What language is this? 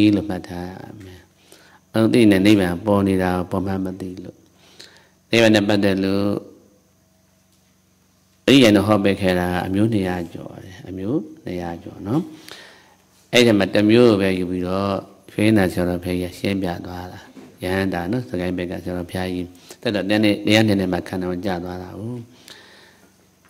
Burmese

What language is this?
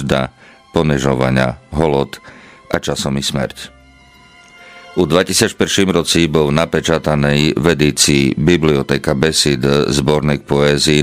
Rusyn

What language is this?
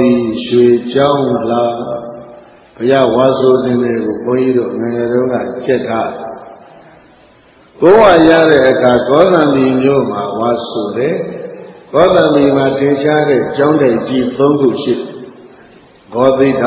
Burmese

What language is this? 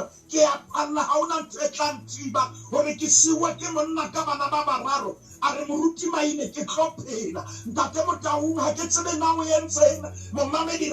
Southern Sotho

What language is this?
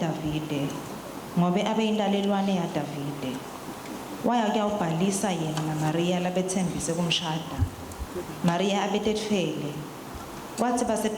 Swati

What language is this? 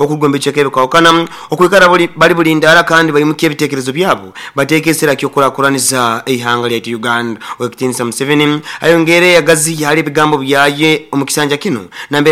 Nyoro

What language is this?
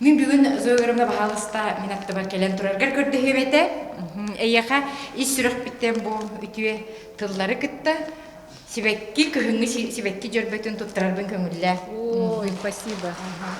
Yakut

